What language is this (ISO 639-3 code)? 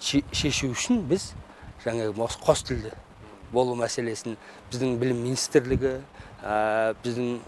kir